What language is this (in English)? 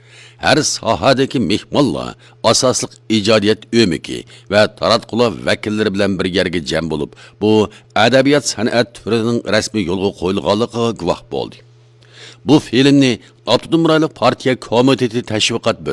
Uyghur